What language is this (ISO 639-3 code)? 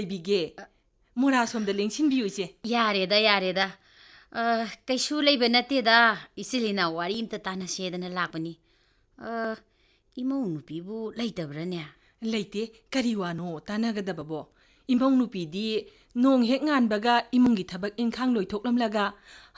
mni